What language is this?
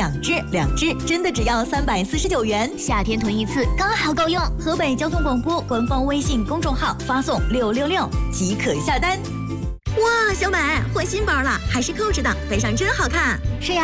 Chinese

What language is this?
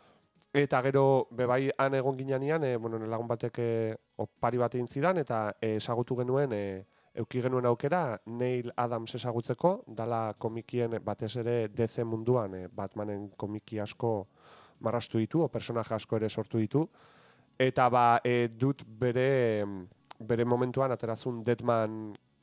Basque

